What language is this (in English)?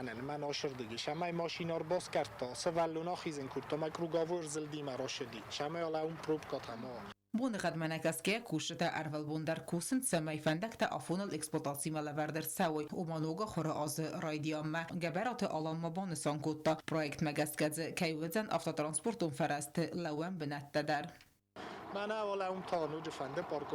Ossetic